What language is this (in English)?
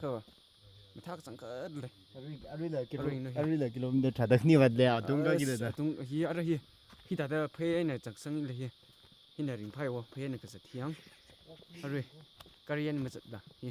Tangkhul Naga (India)